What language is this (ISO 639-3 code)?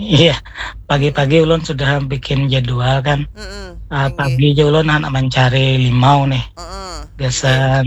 bjn